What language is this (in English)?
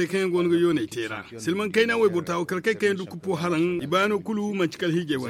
Zarma